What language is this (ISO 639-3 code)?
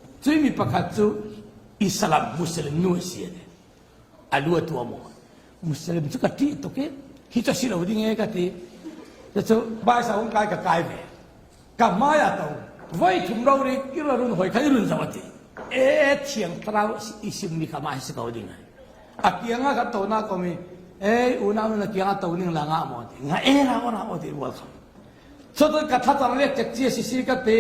cfm